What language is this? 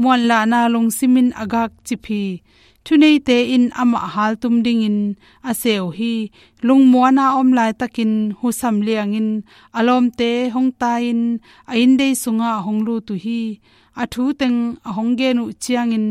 Tedim Chin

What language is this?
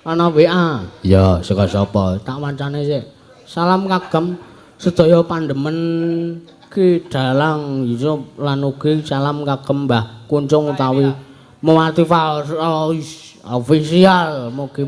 Javanese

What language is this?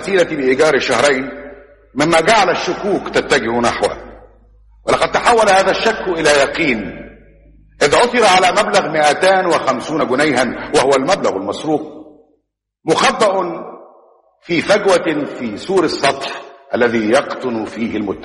Arabic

